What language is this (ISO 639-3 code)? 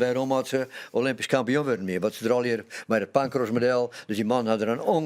fry